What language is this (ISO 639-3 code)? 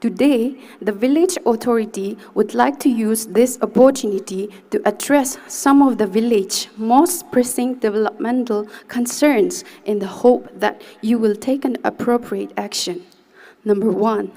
nmf